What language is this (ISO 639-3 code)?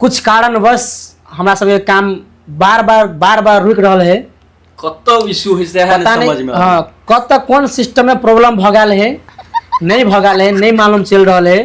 mai